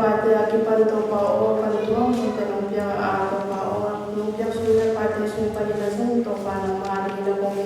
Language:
Tedim Chin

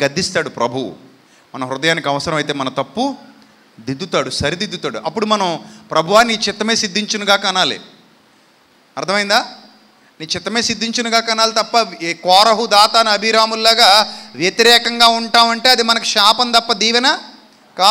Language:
Telugu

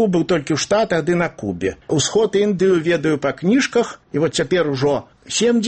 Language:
Belarusian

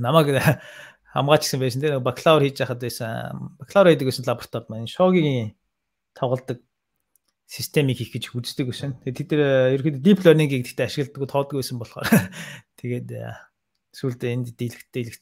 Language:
Mongolian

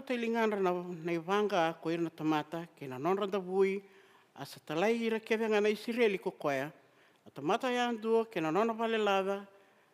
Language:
Fijian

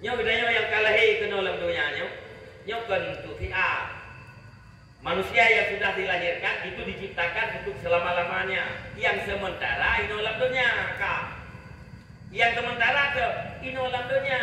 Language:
Achinese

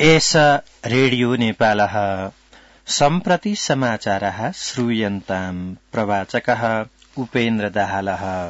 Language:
Sanskrit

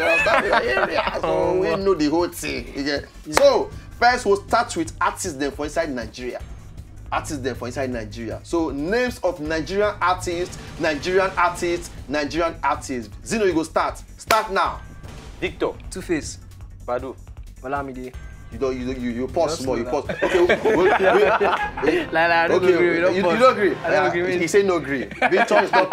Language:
Nigerian Pidgin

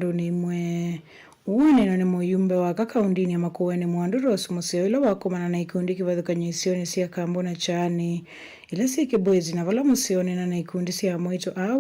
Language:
Kamba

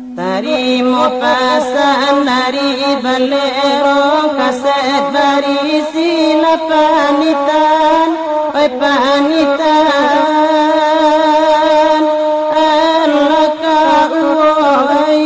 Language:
Minangkabau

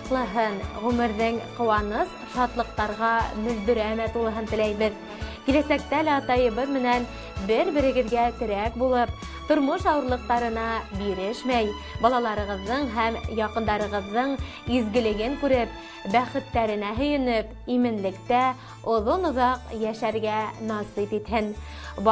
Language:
Bashkir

